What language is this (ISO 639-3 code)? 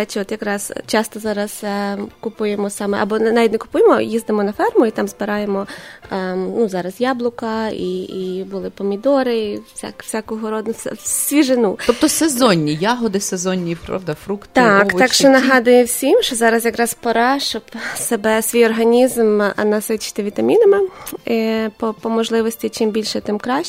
ukr